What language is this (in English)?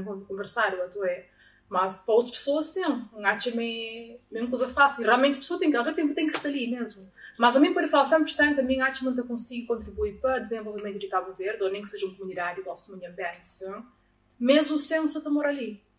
Kabuverdianu